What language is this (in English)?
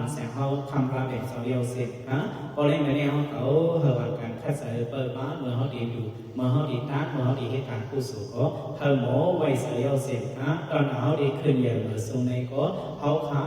Shan